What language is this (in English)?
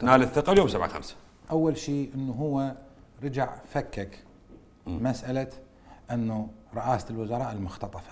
Mesopotamian Arabic